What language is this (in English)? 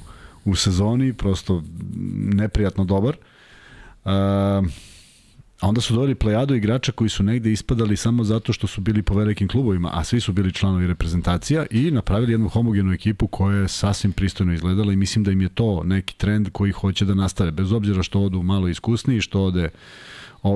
Serbian